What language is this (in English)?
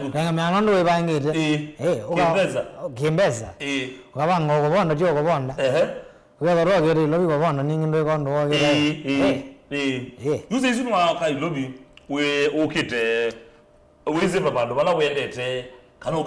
Kamba